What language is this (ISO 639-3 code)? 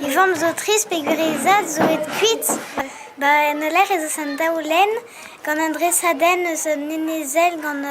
bre